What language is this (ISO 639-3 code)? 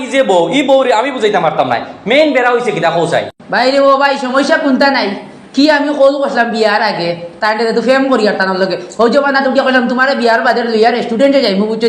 syl